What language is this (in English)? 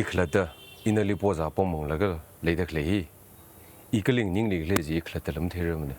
Tangkhul Naga (India)